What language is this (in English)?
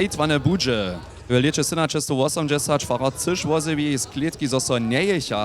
Upper Sorbian